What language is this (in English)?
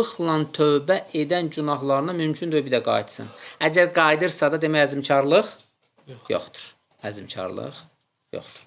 Azerbaijani